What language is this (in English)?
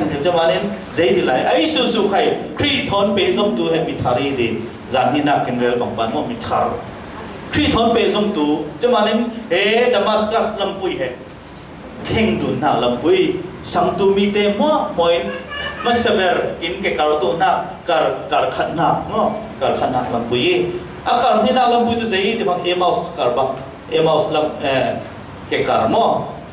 Falam Chin